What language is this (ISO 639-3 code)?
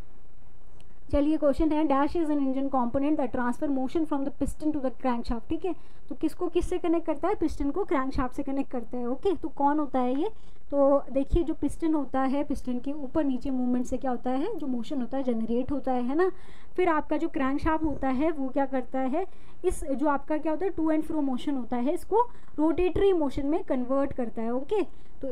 hin